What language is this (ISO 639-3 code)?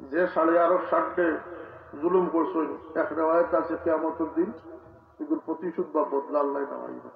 syl